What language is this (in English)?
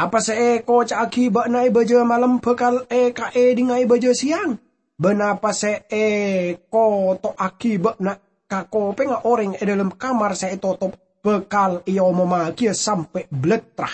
Madurese